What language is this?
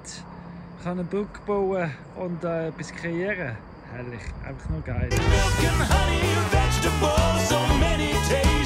Swiss German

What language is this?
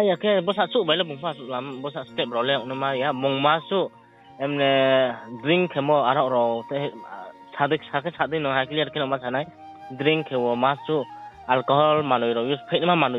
Riang (India)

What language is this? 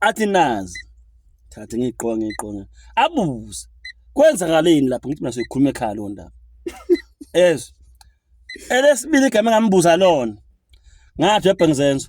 Zulu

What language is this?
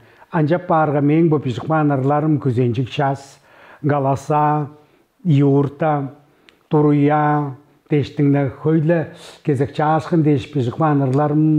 Tuvinian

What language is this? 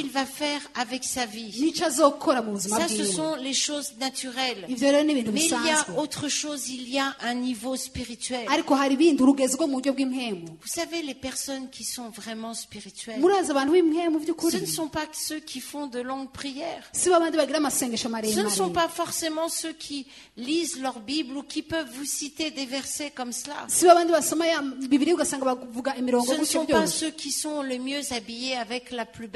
Rundi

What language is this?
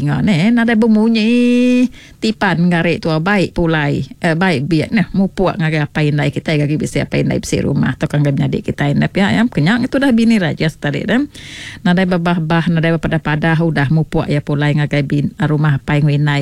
Iban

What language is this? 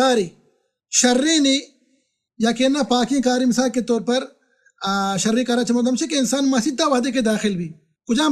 Baluchi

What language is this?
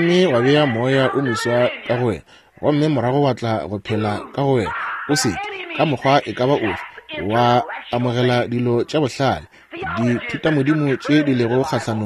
Northern Sotho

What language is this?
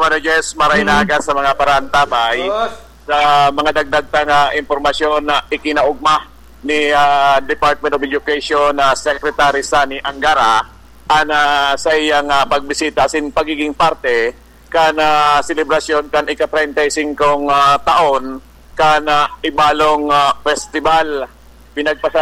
Bikol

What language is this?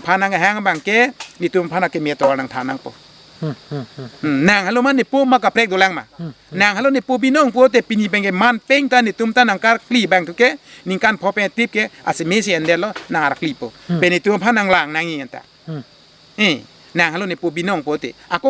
Karbi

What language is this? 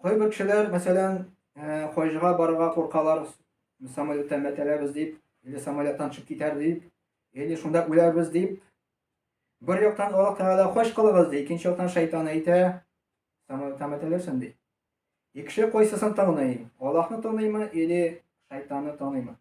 Tatar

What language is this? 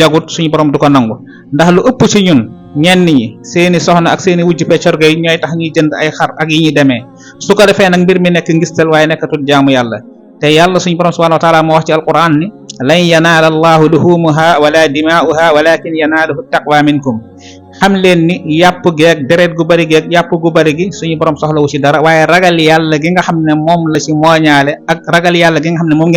Wolof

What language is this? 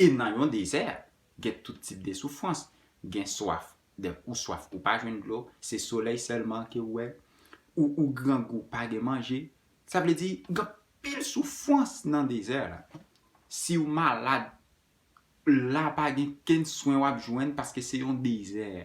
Haitian Creole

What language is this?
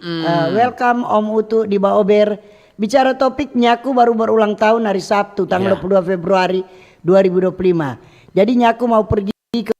Manado Malay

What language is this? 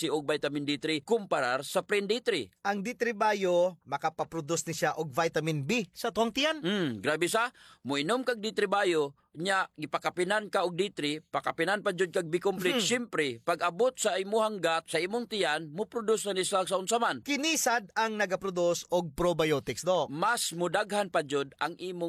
Cebuano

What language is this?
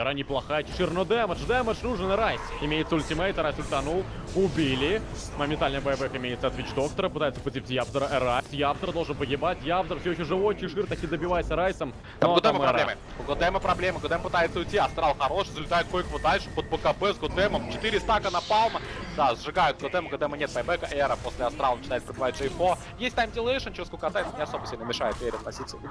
Russian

